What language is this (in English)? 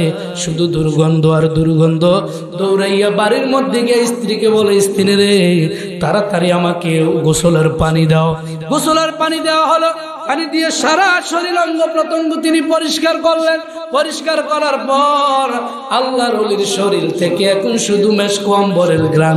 Bangla